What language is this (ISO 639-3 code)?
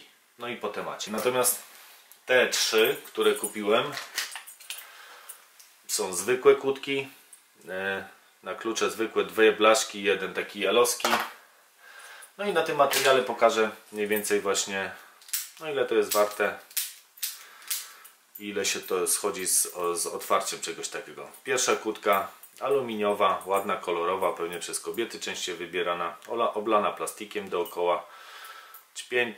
pol